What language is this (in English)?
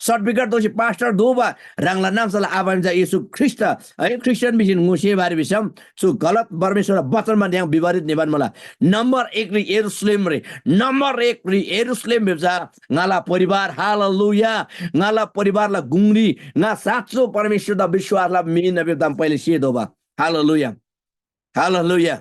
Eastern Tamang